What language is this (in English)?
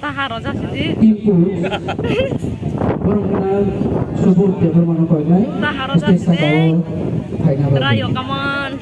Kok Borok